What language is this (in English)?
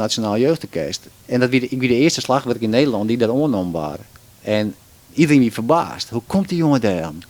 Western Frisian